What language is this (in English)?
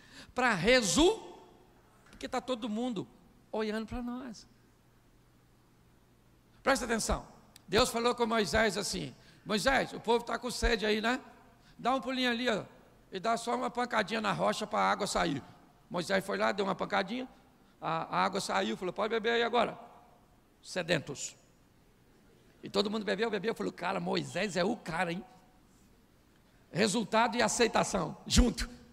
Portuguese